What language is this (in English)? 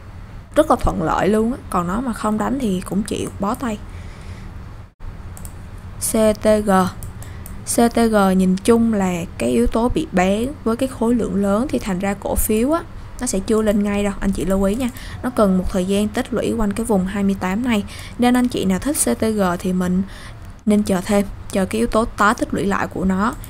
Vietnamese